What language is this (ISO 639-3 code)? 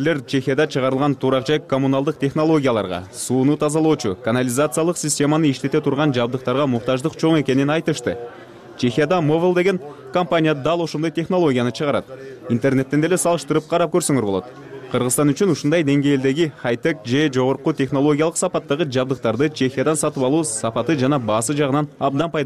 kir